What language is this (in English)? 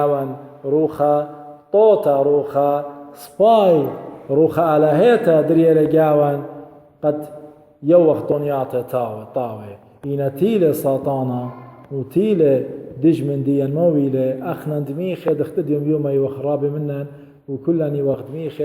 Assyrian Neo-Aramaic